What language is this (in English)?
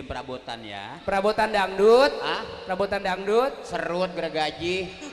Betawi